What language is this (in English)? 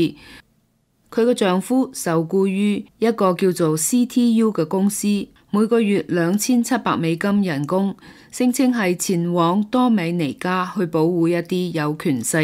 Cantonese